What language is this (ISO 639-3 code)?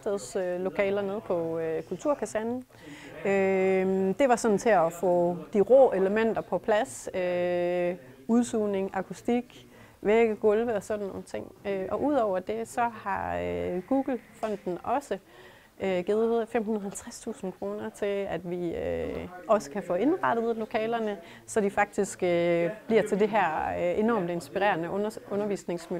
dan